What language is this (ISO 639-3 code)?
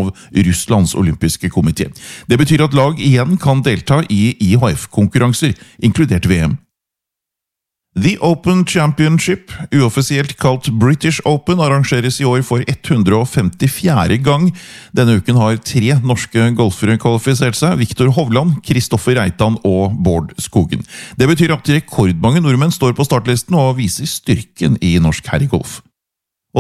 nor